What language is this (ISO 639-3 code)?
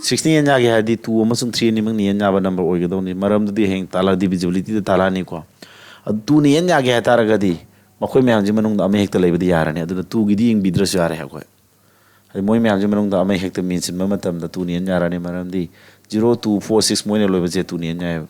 mni